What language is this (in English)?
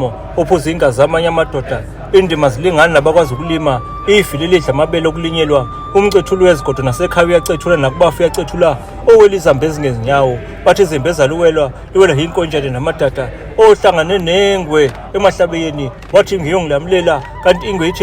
Zulu